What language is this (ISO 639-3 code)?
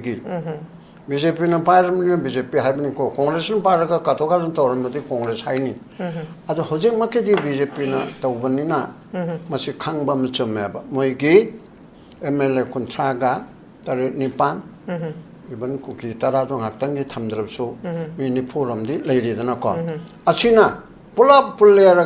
mni